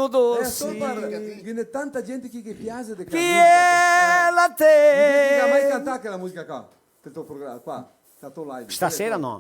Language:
Venetian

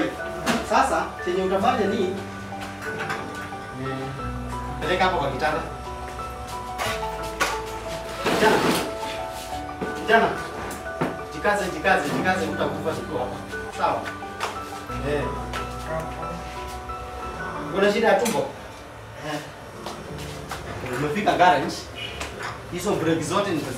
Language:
Swahili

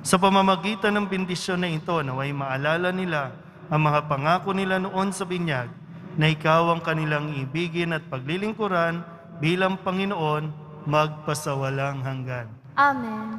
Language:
Filipino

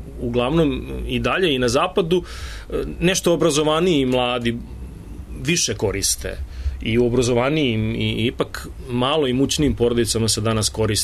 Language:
Serbian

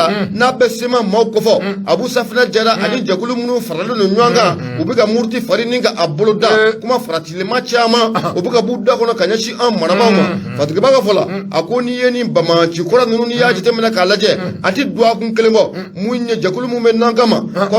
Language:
Bambara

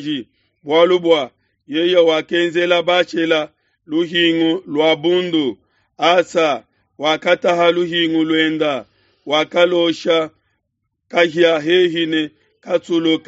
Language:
Luba-Lulua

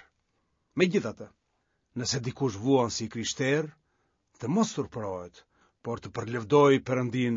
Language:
Albanian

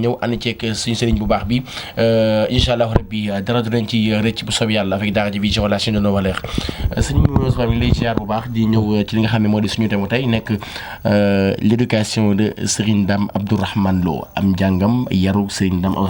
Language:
Wolof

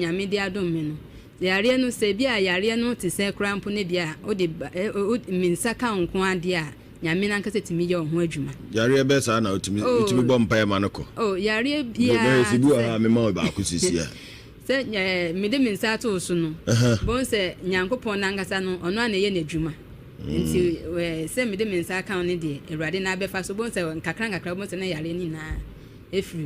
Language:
Akan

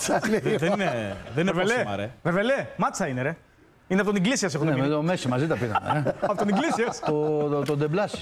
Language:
Greek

